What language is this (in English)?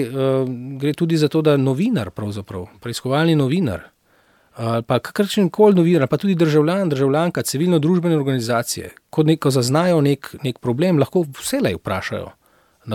Slovenian